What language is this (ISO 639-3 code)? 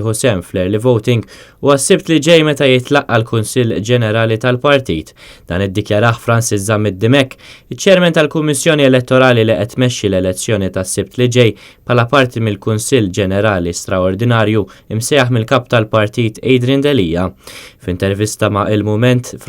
mlt